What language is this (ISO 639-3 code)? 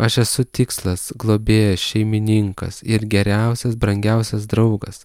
lit